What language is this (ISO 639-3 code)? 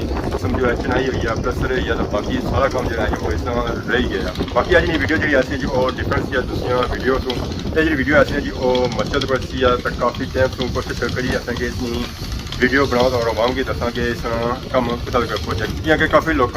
phr